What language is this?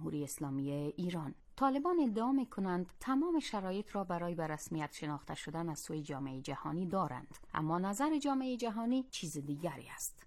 Persian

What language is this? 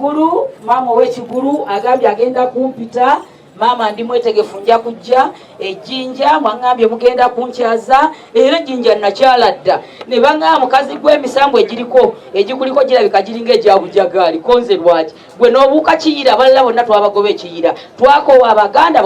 Ganda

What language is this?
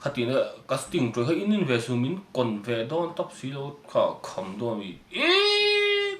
Mizo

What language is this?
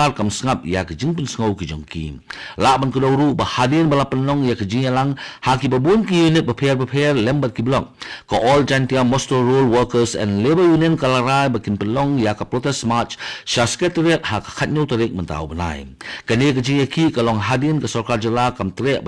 Khasi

